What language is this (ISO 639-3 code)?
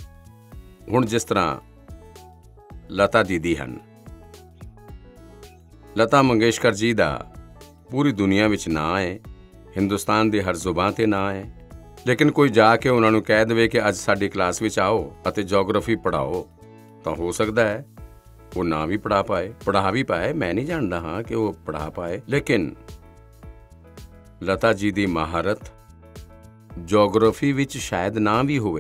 pan